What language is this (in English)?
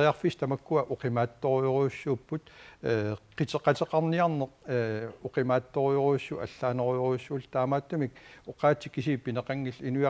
Kalaallisut